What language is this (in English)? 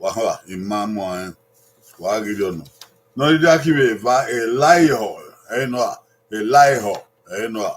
Bini